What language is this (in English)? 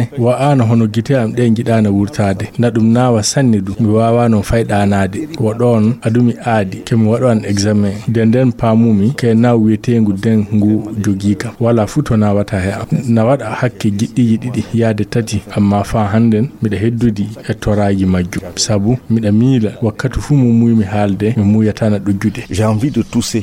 Fula